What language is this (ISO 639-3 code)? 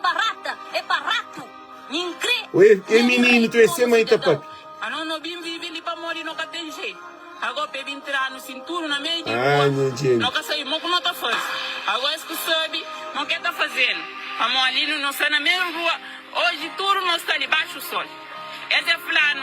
kea